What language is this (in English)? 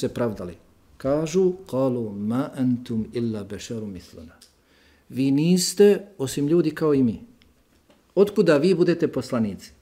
Bosnian